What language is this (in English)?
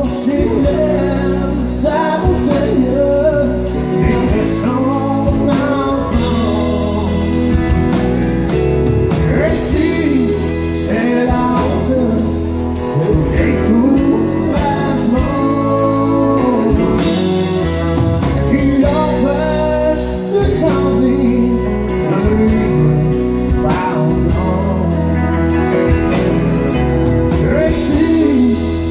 French